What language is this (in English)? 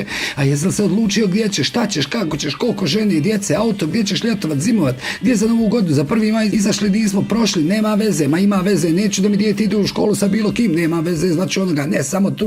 Bosnian